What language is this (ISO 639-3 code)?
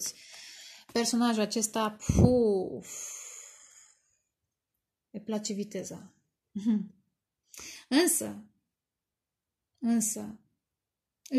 ron